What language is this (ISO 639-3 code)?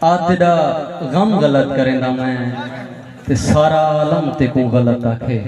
skr